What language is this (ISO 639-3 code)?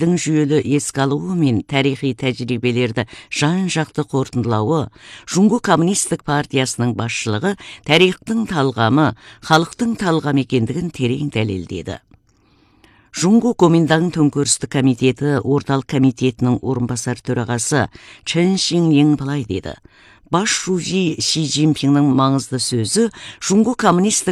kaz